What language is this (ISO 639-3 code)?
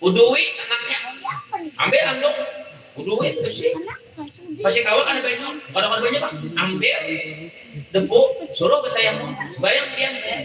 bjn